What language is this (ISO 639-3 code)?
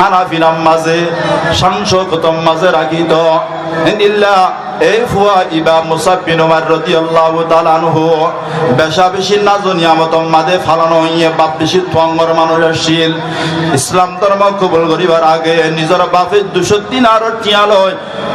rhg